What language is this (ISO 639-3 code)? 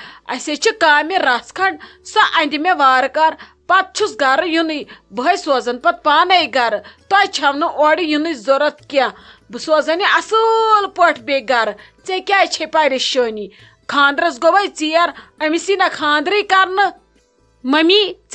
kas